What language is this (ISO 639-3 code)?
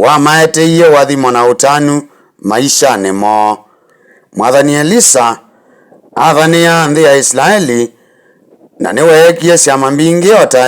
kam